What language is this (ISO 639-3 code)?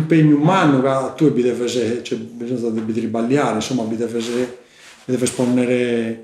srd